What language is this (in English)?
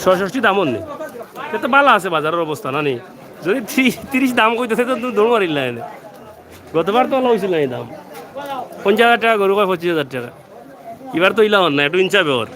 Sylheti